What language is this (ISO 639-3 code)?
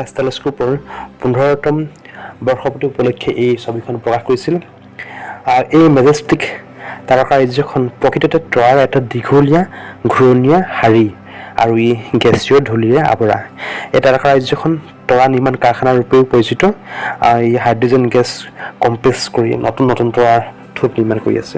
asm